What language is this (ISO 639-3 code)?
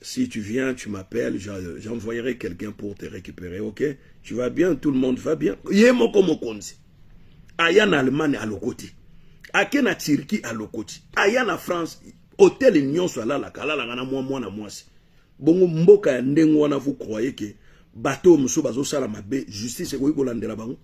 lin